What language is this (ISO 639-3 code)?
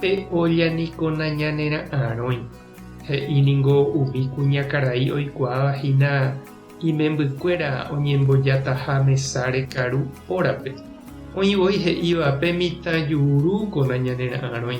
grn